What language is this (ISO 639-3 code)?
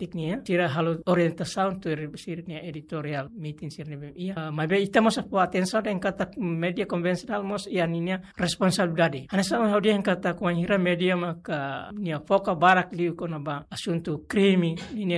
tet